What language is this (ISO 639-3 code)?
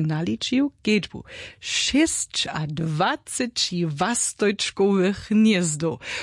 hsb